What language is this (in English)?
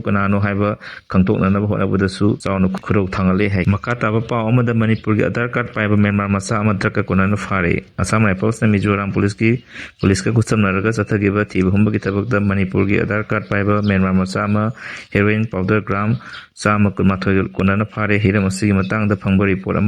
Manipuri